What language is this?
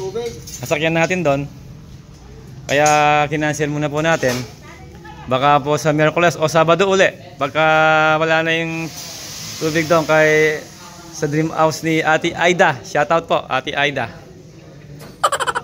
Filipino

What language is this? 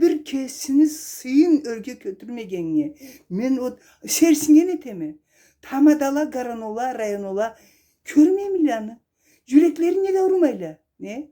Karachay-Balkar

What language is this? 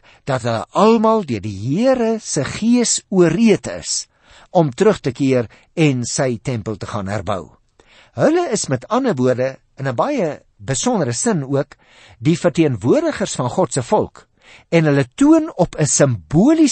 Afrikaans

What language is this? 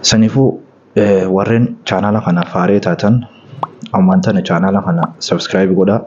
Oromo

